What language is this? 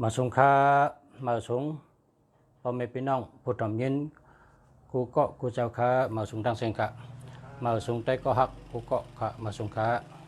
Shan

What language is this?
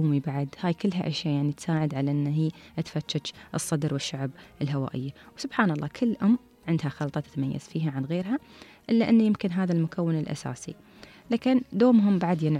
Gulf Arabic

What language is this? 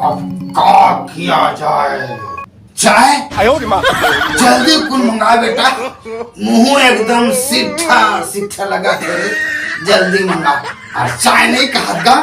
Chhattisgarhi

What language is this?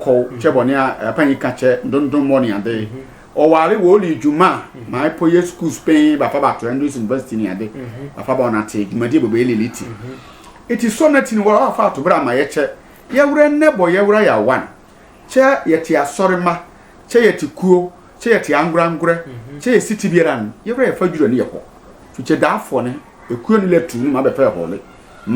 Sehwi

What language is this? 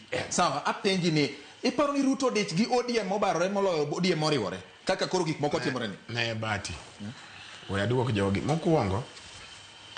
Luo (Kenya and Tanzania)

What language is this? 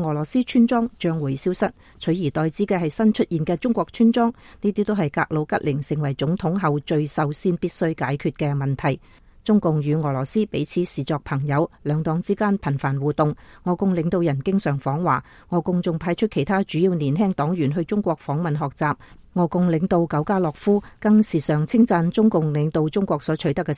Cantonese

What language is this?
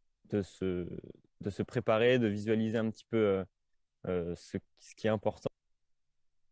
French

